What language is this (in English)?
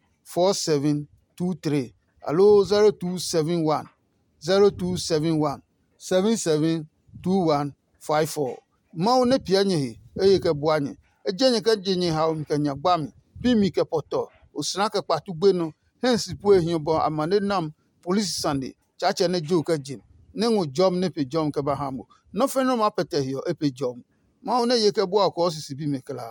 Adangme